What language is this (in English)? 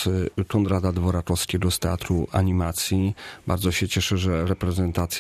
Polish